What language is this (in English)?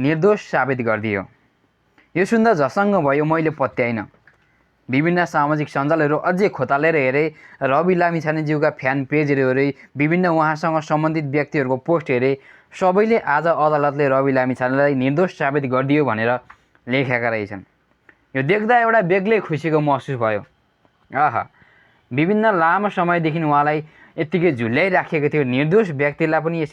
Nepali